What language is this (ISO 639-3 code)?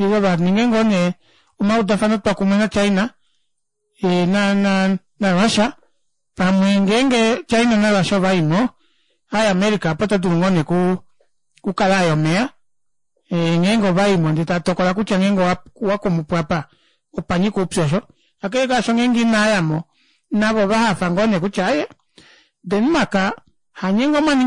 kua